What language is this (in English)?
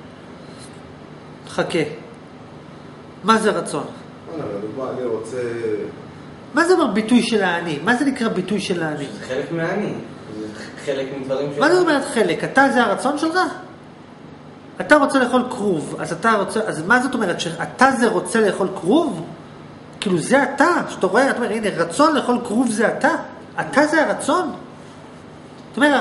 Hebrew